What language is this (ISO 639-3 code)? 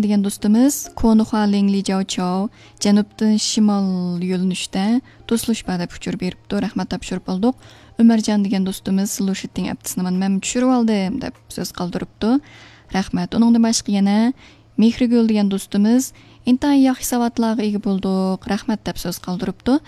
uig